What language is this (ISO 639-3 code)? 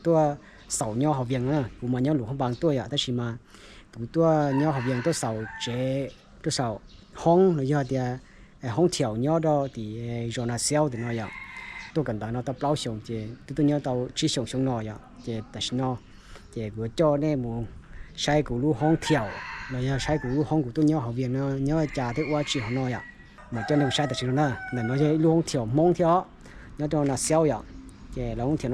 hmn